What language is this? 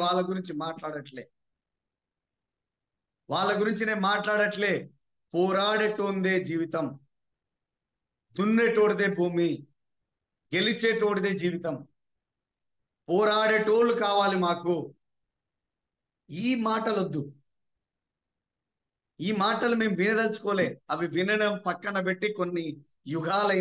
Telugu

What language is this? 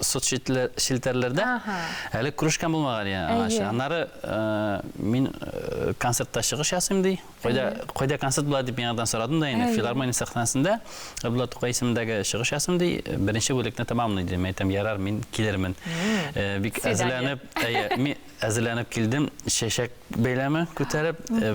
Tatar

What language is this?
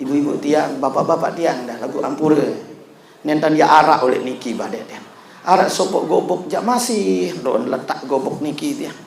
Sasak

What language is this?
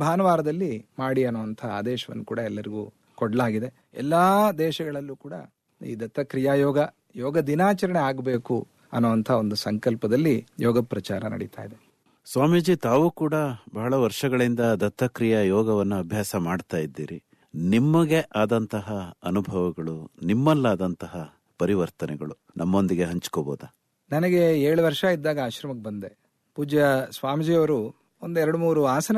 Kannada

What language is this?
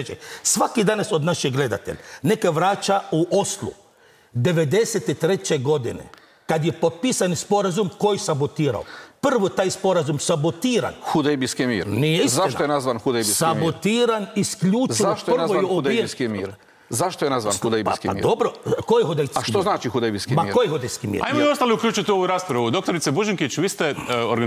Croatian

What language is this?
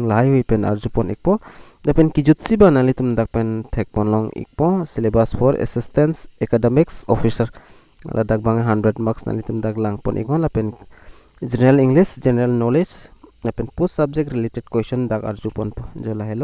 Karbi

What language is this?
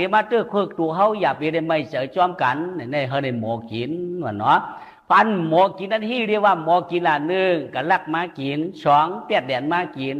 Shan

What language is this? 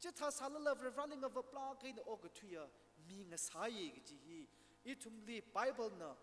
Tangkhul Naga (India)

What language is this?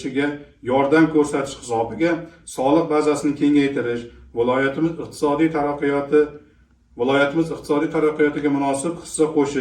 Uzbek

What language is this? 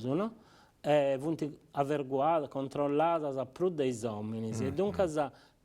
Sardinian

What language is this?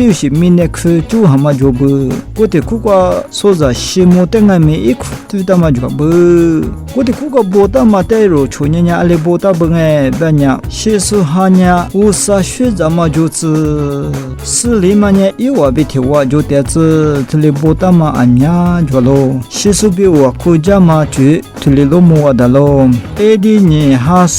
Lisu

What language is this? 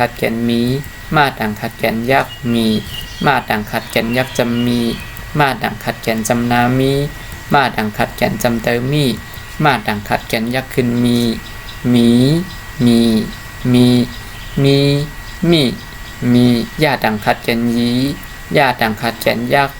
Shan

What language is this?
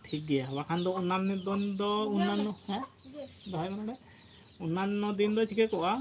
Santali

